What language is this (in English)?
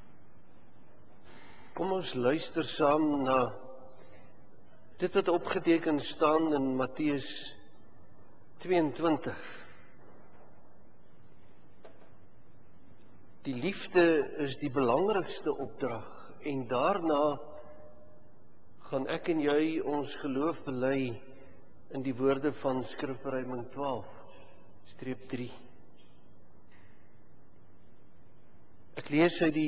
Afrikaans